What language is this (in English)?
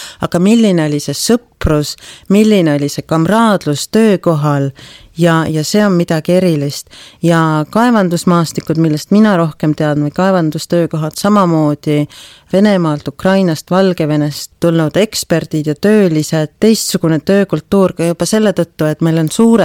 Estonian